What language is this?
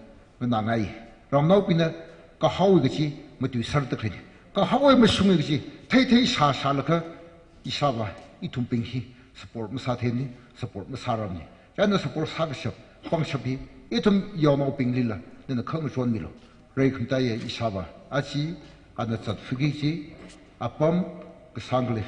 Tangkhul Naga (India)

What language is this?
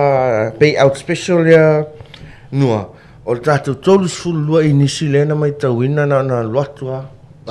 Samoan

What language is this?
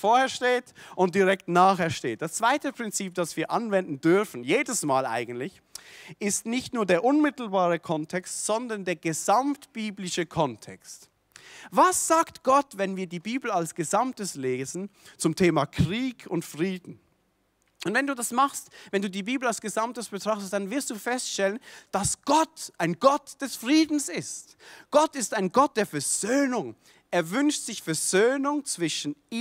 Swiss German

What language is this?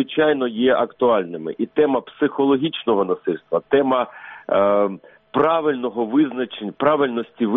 Ukrainian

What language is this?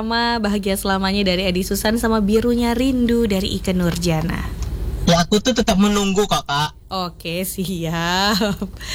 Indonesian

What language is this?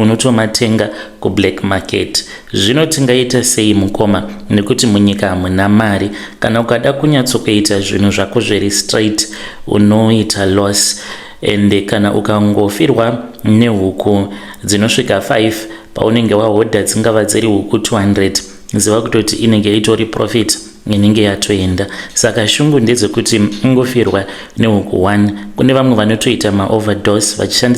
Shona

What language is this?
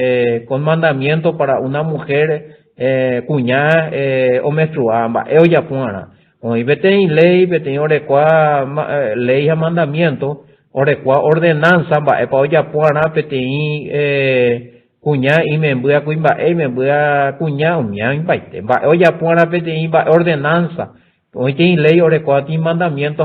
Guarani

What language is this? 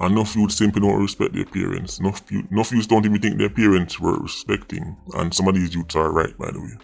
Jamaican Creole English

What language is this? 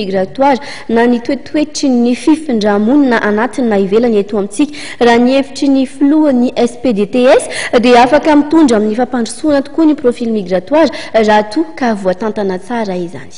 Malagasy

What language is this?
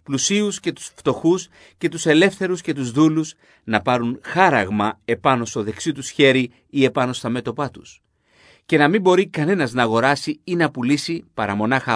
Greek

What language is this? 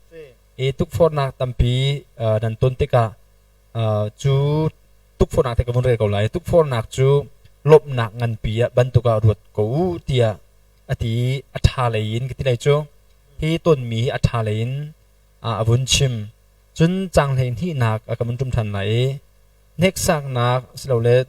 Hakha Chin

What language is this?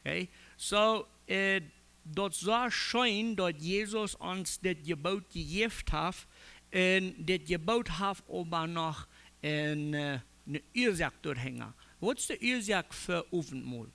Plautdietsch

